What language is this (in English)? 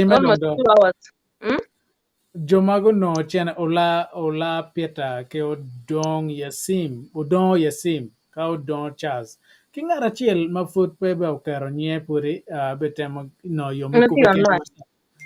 Acoli